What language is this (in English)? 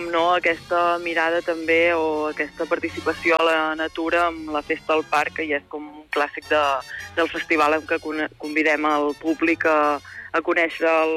Catalan